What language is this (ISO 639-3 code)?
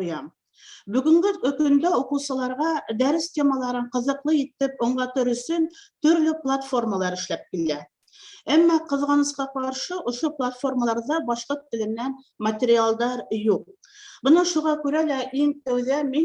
bak